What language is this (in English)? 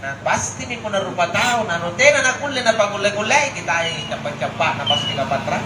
Makasar